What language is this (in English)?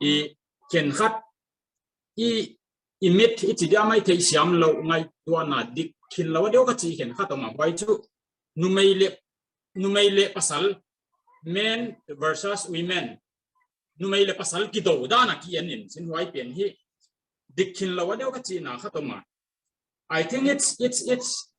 Paite Chin